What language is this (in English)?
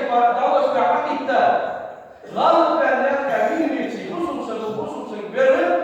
Ingush